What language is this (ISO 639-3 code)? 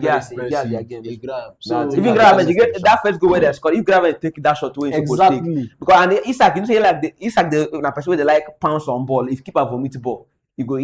pcm